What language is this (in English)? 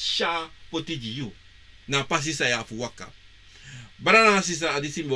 Sranan Tongo